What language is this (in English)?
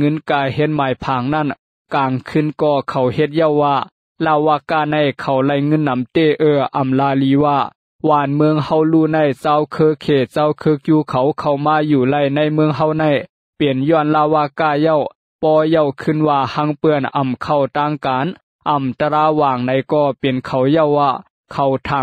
Lao